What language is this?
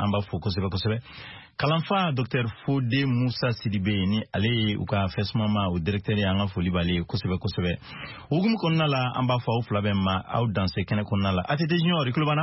Bambara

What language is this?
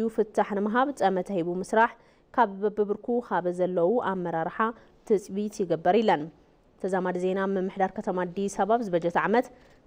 Tigrinya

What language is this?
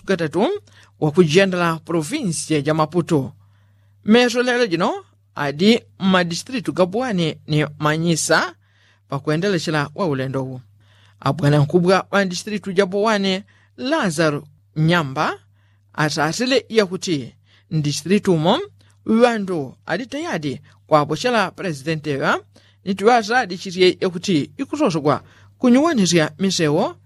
Yao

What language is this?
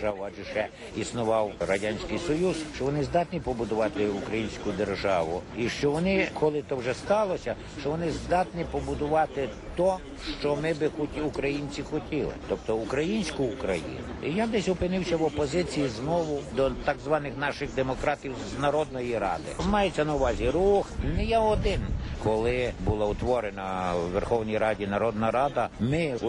Ukrainian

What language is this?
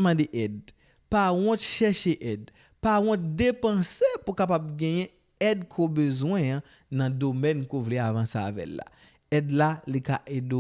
Haitian Creole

